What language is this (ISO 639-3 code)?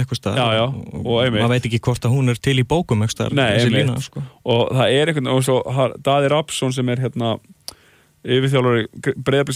isl